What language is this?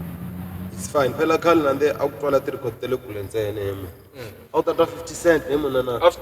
Tsonga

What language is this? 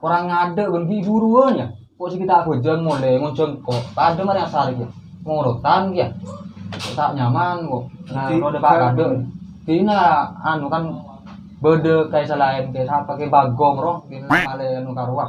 Madurese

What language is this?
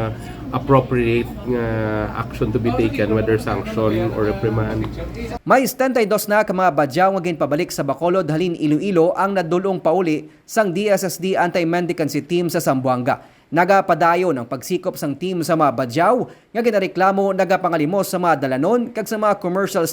Hiligaynon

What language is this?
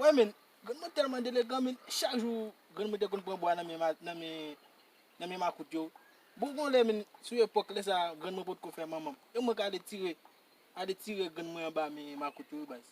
Haitian Creole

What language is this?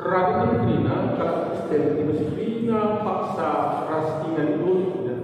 Batak Karo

